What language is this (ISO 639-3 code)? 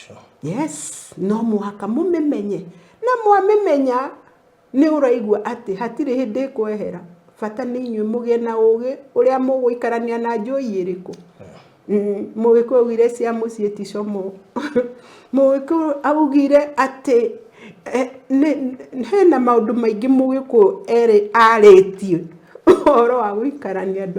kik